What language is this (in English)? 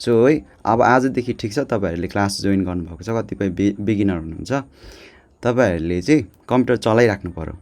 Nepali